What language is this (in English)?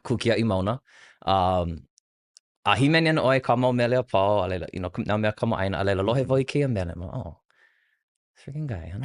Hawaiian